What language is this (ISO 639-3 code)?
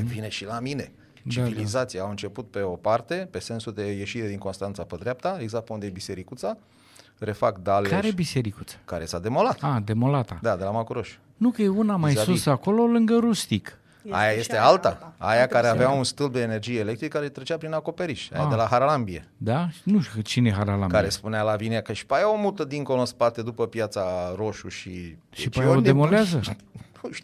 ron